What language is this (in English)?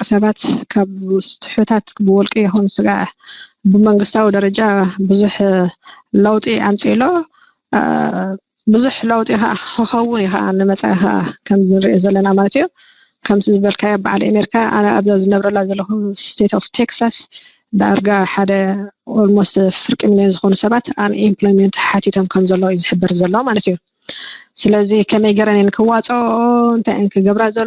Tigrinya